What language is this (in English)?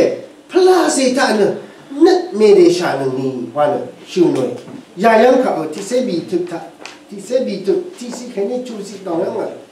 Rawang